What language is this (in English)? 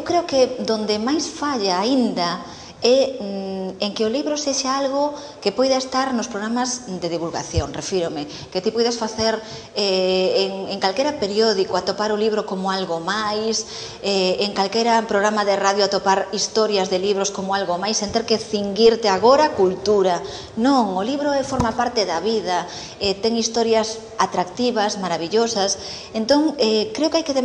Galician